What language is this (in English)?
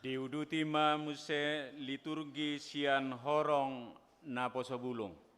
Batak Toba